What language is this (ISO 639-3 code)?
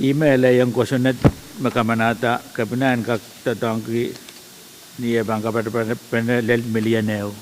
pon